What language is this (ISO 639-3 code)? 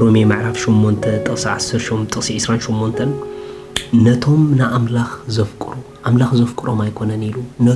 tir